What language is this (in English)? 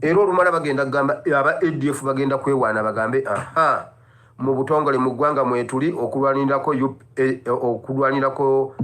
Ganda